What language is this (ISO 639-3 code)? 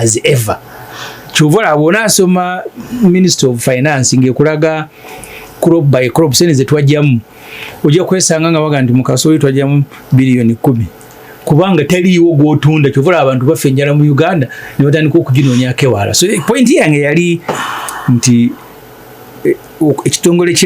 lug